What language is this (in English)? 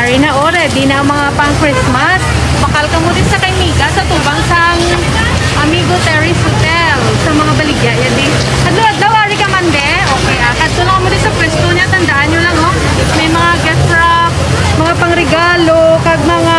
Hiligaynon